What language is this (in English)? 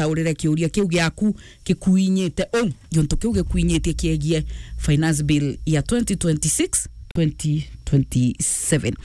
Meru